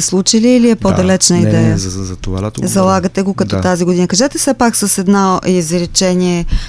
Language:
Bulgarian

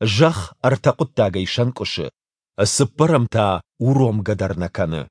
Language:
Ossetic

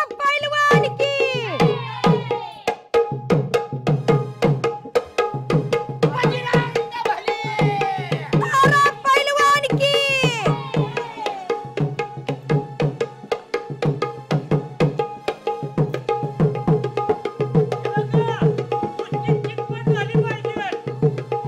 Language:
Marathi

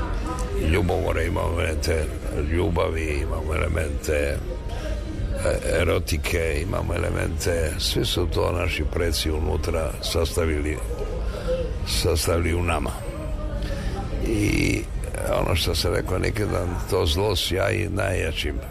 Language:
Serbian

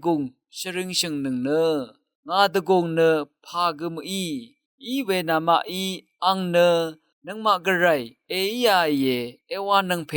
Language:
Rawang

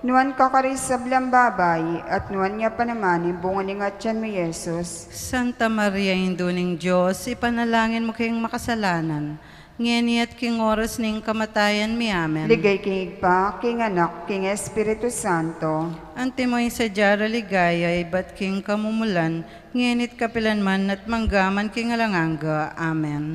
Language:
Pampanga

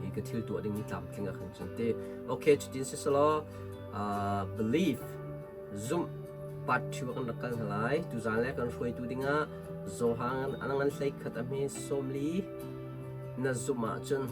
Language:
Hakha Chin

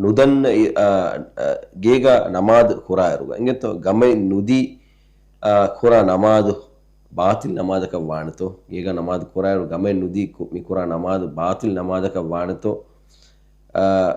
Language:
Divehi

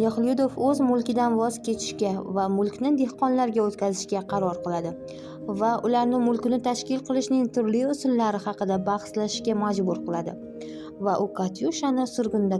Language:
Uzbek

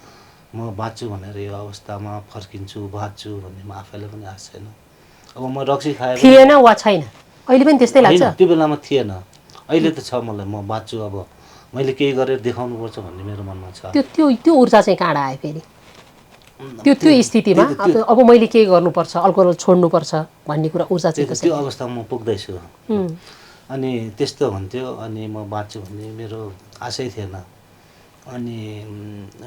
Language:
Nepali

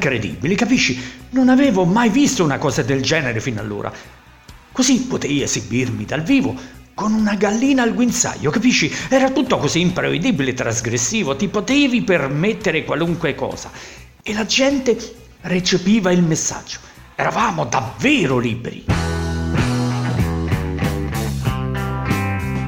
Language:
Italian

